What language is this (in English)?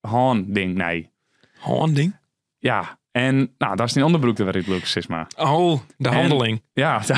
Western Frisian